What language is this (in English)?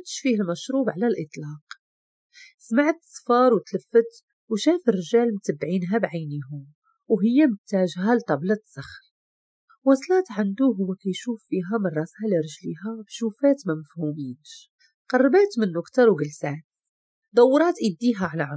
Moroccan Arabic